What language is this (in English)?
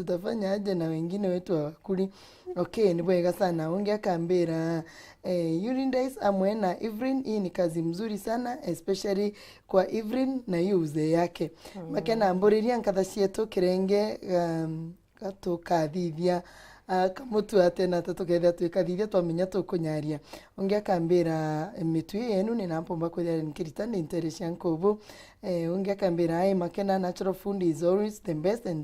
Meru